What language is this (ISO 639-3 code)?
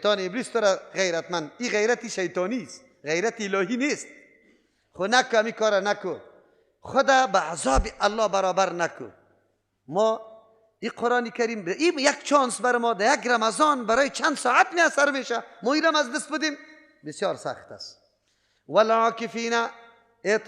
fas